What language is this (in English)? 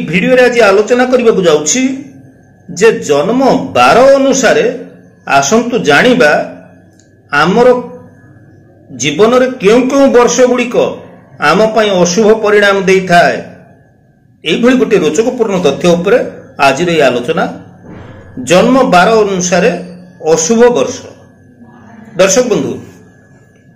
Odia